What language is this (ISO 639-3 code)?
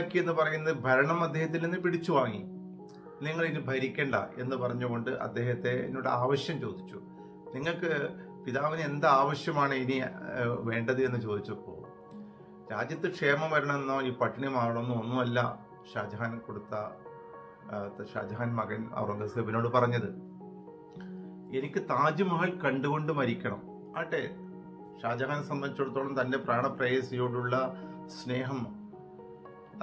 mal